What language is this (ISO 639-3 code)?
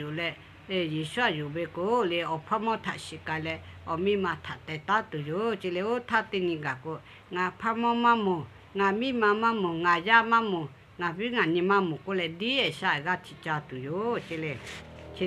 lhu